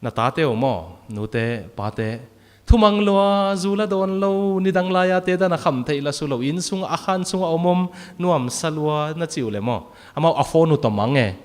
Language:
Tedim Chin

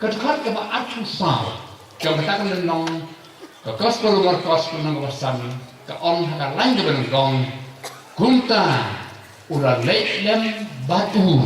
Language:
Khasi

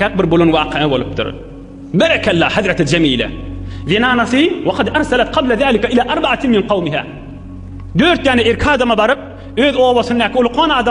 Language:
Turkmen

